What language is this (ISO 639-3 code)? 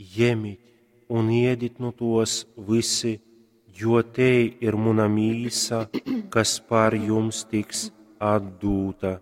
ltg